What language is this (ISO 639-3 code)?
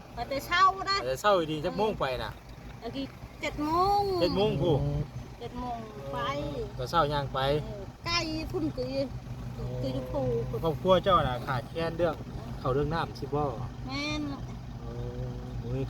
tts